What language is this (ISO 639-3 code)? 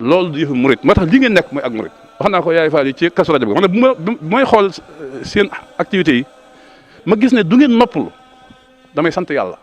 wol